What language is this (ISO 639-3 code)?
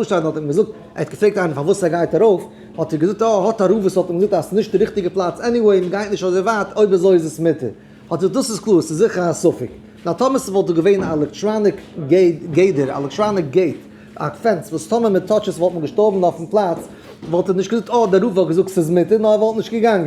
yid